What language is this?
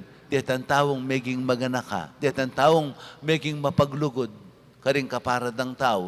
Pampanga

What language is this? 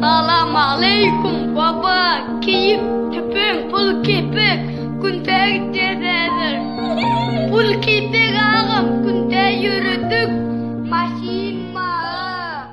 Turkmen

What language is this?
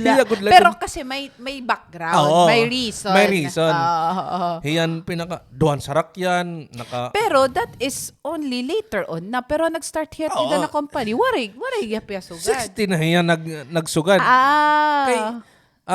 Waray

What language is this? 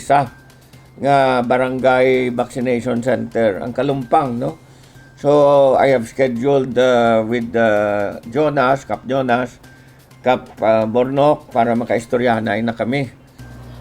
Hiligaynon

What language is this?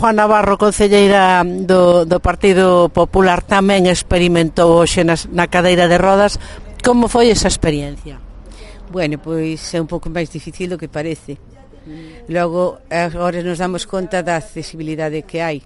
Galician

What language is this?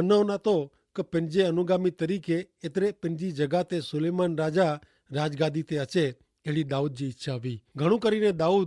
Kachhi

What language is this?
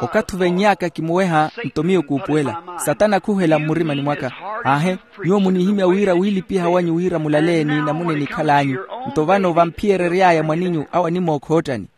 Makhuwa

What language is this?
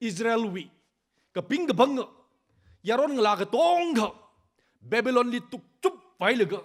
Tangkhul Naga (India)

